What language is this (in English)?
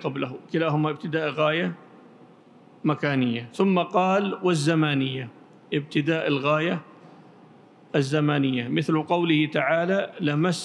Arabic